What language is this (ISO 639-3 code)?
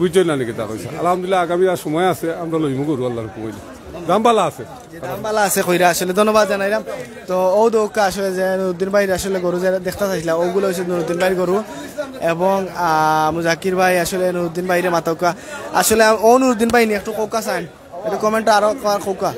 syl